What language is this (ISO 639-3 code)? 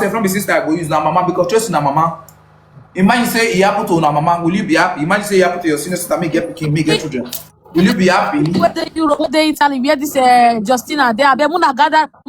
pcm